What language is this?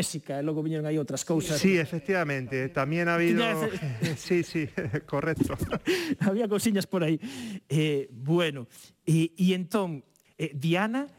Galician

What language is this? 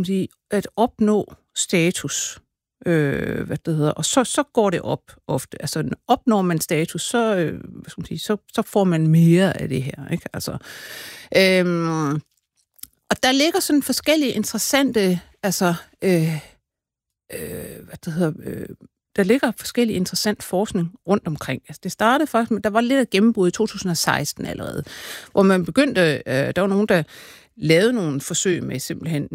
Danish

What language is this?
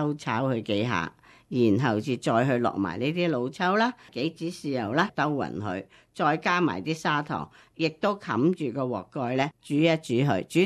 Cantonese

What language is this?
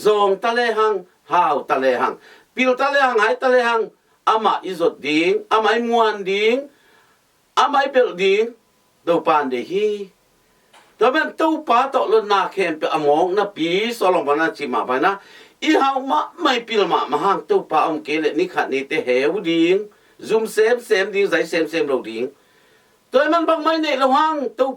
Tedim Chin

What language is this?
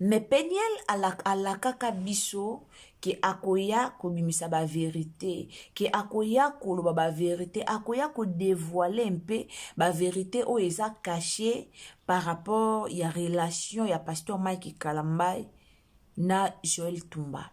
Lingala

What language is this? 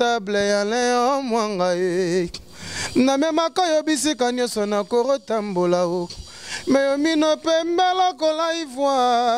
Lingala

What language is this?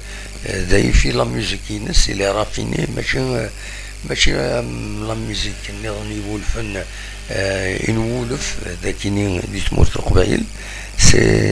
Kabyle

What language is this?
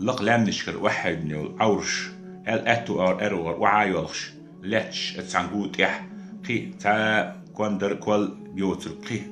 Chechen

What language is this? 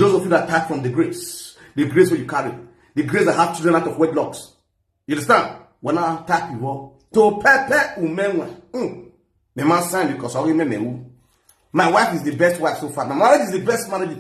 Nigerian Pidgin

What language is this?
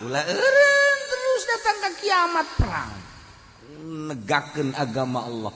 Sundanese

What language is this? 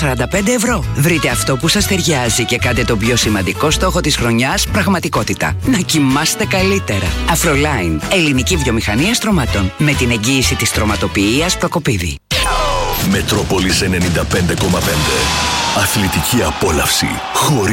Greek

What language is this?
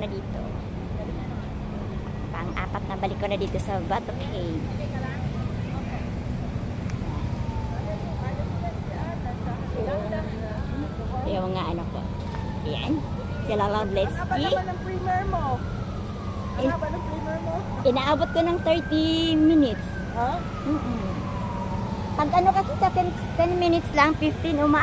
Filipino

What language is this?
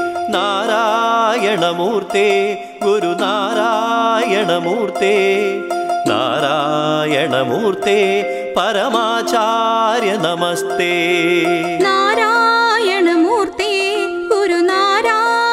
Malayalam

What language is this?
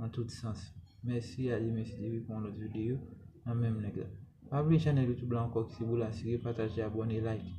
Haitian Creole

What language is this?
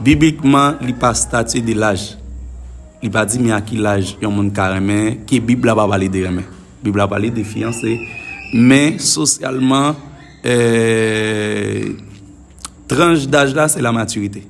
Haitian Creole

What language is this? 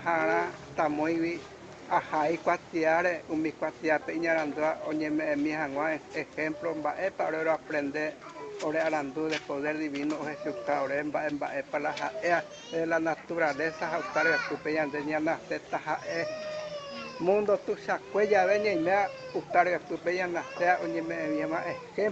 Guarani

